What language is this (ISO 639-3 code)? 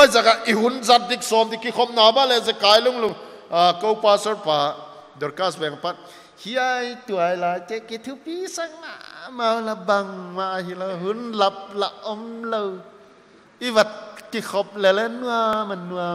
pck